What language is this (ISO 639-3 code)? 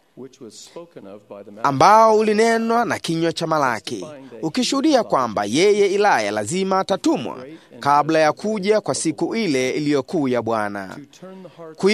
swa